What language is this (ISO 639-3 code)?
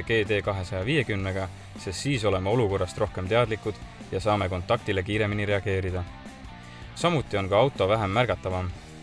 est